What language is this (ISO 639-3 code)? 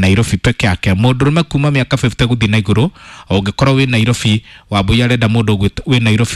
kik